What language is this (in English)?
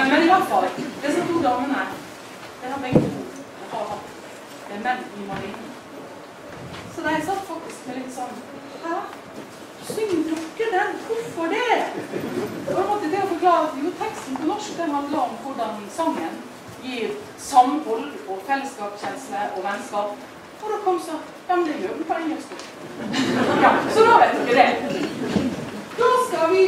Norwegian